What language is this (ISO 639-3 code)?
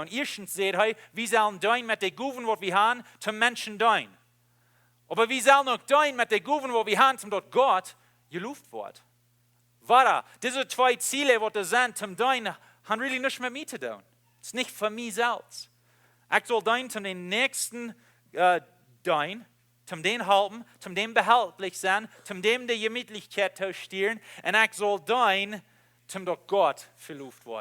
pdt